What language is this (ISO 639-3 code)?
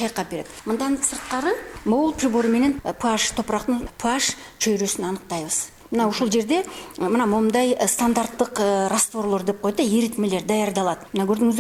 kir